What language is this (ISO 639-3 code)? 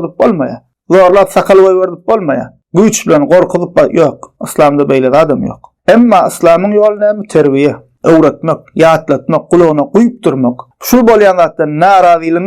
tuk